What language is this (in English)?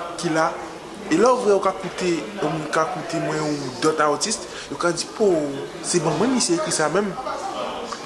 Guadeloupean Creole French